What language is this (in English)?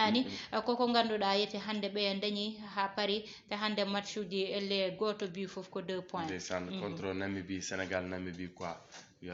Fula